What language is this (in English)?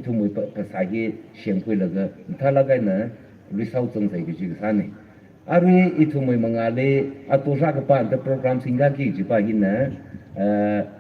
Tangkhul Naga (India)